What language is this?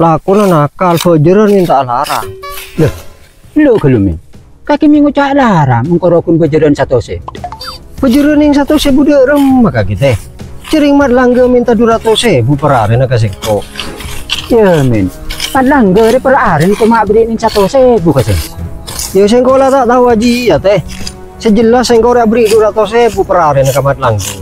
Madurese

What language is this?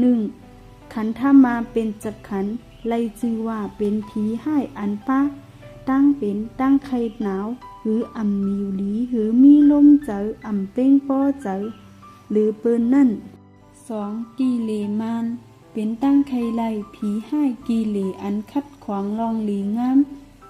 Shan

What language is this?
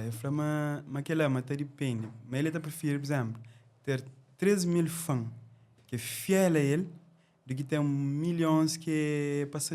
Kabuverdianu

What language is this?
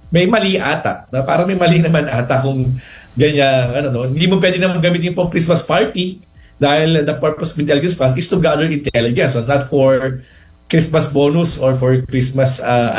Filipino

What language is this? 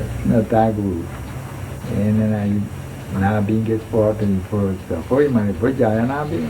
Papiamento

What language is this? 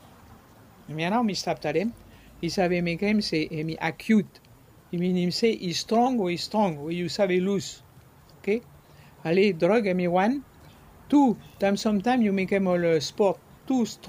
Bislama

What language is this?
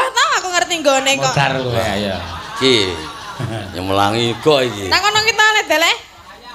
Javanese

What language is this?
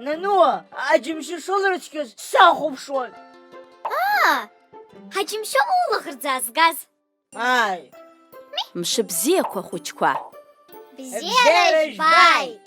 Abkhazian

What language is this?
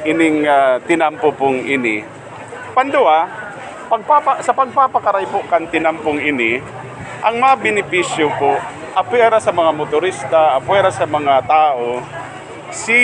Bikol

